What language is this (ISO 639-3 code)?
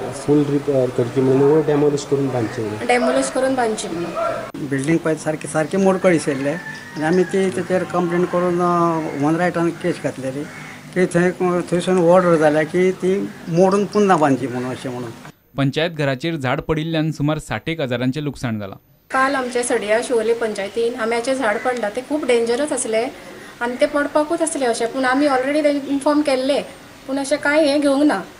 kok